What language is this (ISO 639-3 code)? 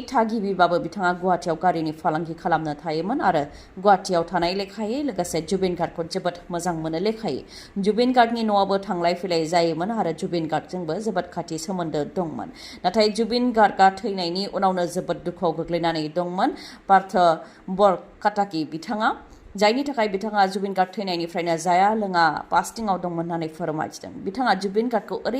brx